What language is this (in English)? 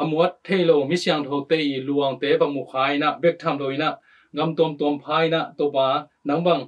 Tedim Chin